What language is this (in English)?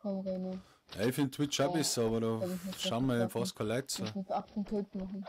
Bavarian